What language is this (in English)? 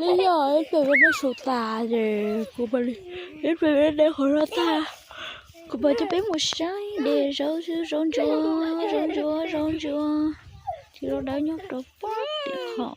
Hmong